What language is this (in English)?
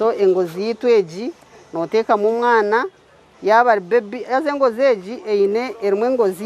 Nyankole